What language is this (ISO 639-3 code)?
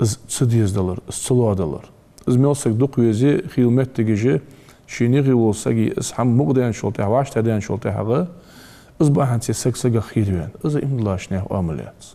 inh